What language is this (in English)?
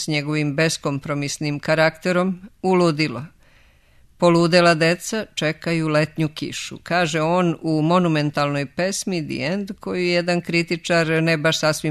Serbian